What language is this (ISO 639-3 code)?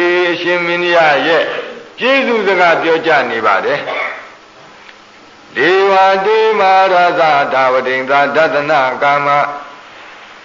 mya